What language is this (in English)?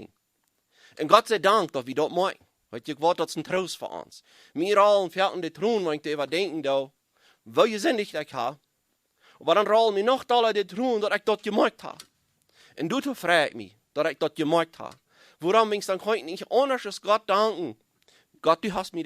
Plautdietsch